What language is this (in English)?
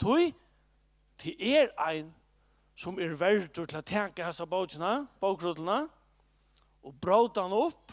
Faroese